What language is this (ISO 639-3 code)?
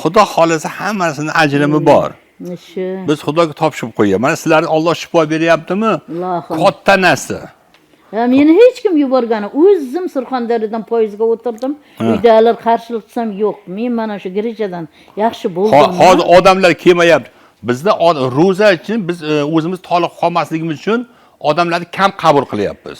uzb